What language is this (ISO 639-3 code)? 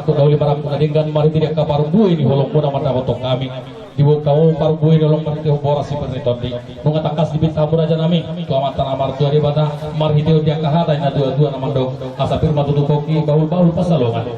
bbc